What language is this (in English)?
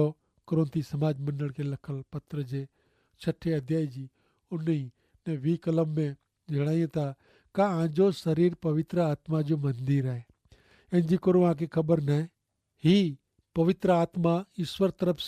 Kachhi